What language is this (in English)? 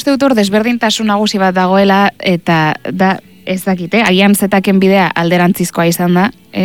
Basque